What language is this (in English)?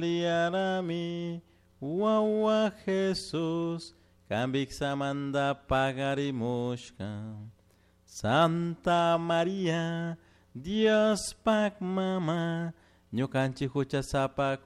Chimborazo Highland Quichua